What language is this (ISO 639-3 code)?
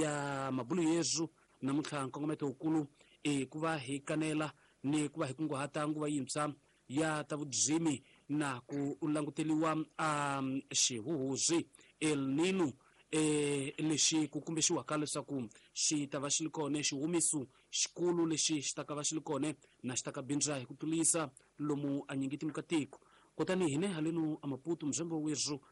tso